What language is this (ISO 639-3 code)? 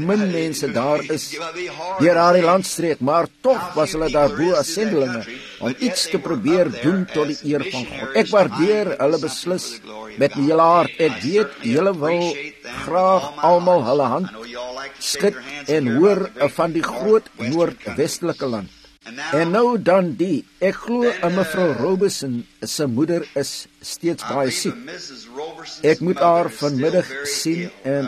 afr